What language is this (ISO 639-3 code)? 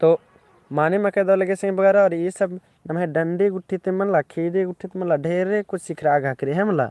kru